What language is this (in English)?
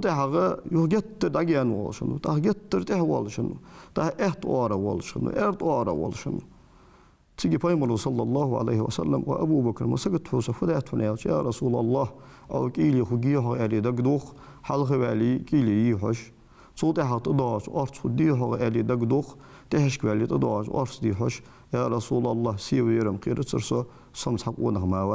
Ingush